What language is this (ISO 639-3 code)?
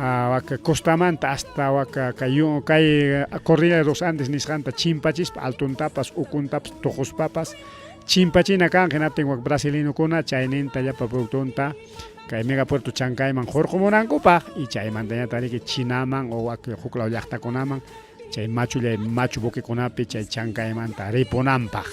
quy